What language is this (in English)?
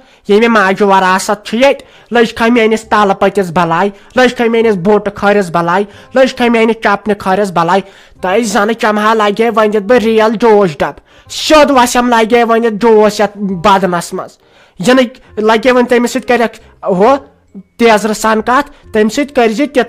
Kashmiri